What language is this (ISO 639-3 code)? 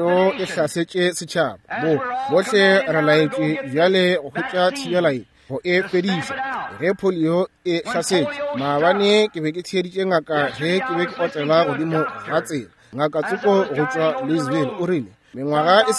nso